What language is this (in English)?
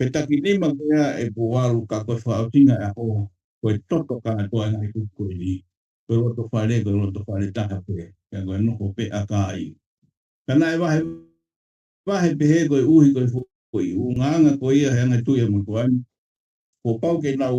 Tongan